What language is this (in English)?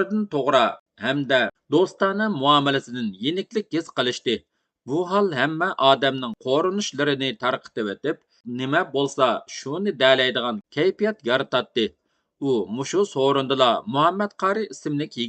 Uyghur